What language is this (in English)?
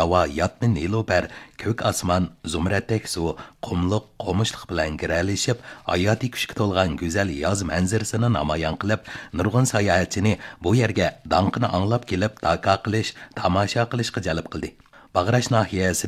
Uyghur